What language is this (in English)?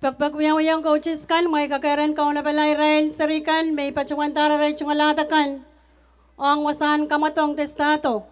Pohnpeian